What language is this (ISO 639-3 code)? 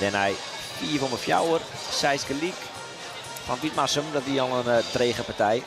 fry